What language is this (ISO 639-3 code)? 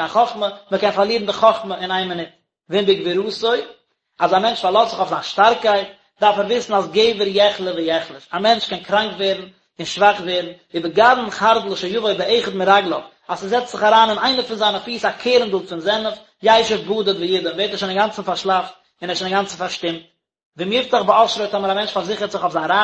yid